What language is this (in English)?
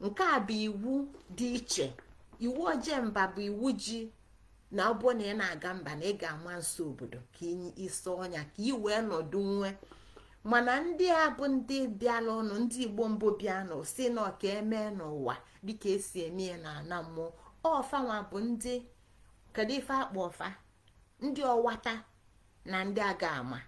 Igbo